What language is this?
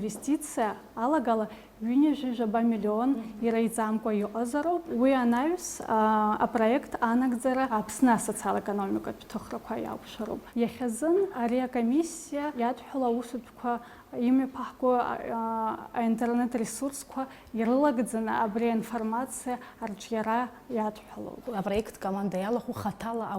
Abkhazian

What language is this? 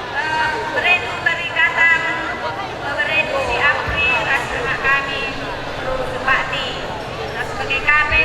Batak Karo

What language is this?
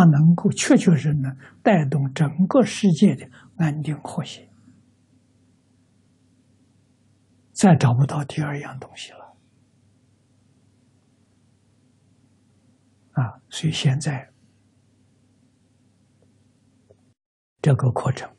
Chinese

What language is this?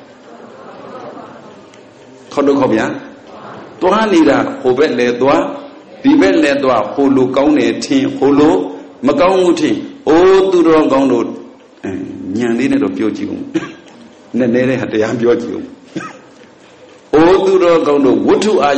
Burmese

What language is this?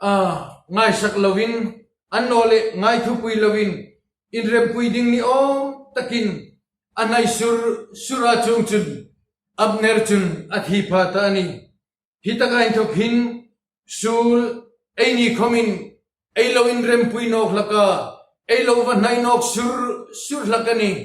Hmar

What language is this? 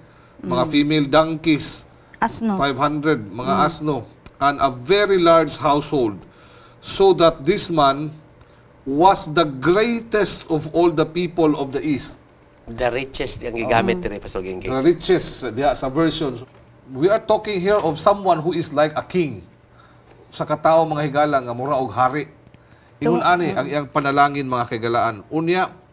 Cebuano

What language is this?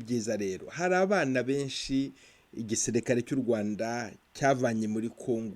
Kinyarwanda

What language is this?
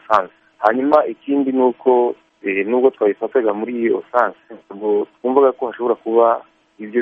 Kinyarwanda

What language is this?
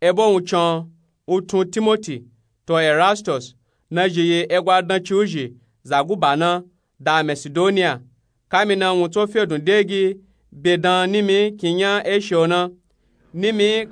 Nupe-Nupe-Tako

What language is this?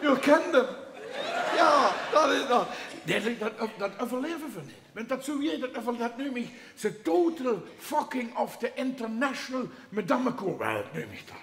Limburgish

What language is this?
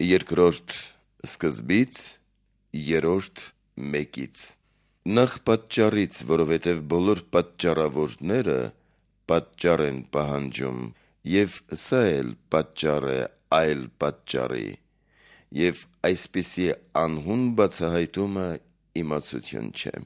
Armenian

